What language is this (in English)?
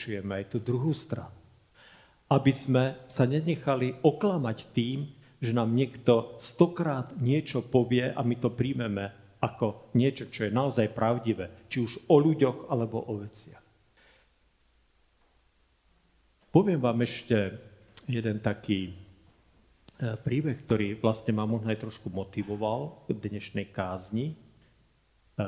Slovak